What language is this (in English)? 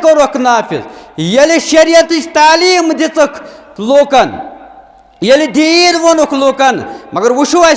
Kashmiri